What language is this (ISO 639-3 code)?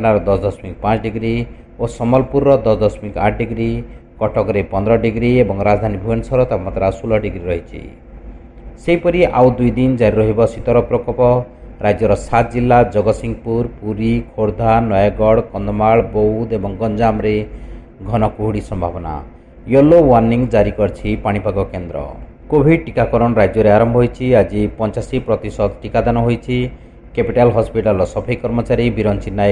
ori